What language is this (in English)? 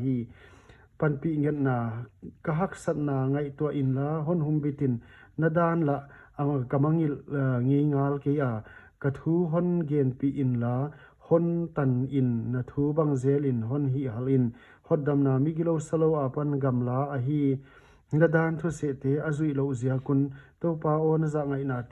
Paite Chin